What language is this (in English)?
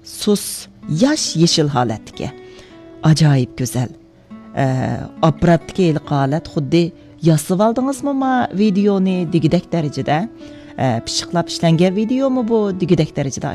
Uyghur